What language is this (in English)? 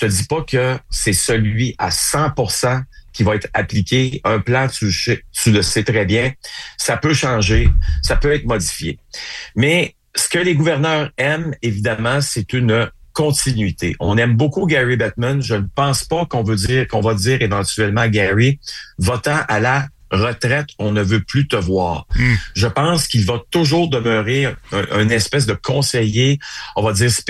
French